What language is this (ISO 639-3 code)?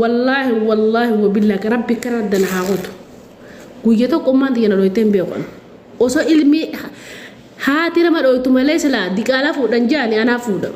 orm